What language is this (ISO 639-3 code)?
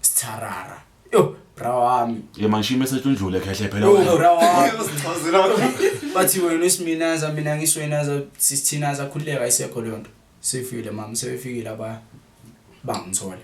zul